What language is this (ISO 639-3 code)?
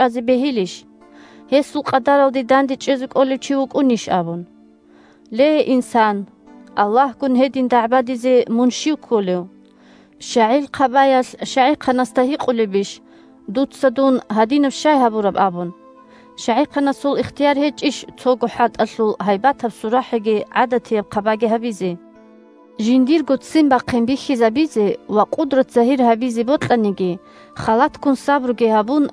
ava